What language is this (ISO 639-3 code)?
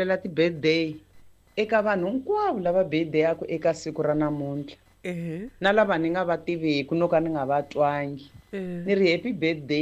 tso